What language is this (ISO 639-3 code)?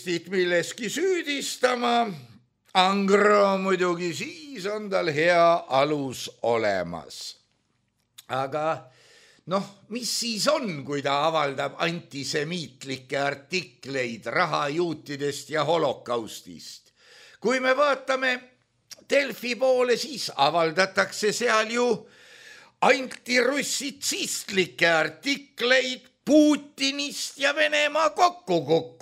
est